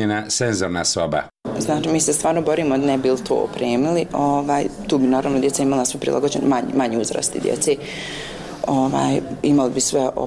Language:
Bosnian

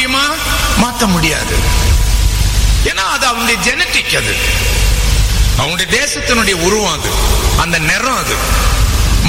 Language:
Tamil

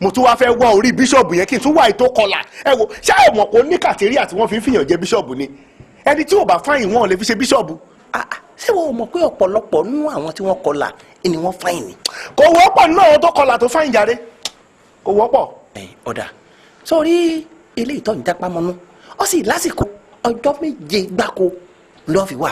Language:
Yoruba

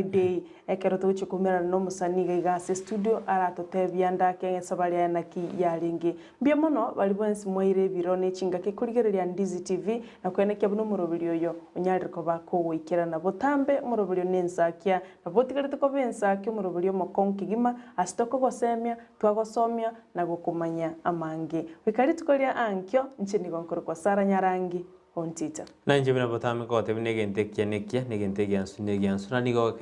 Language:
Gusii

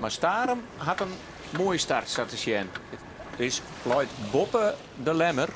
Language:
Western Frisian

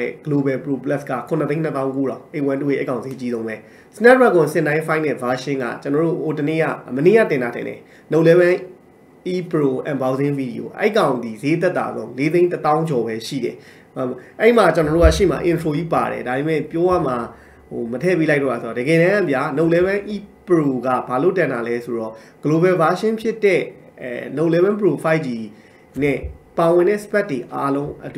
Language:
Burmese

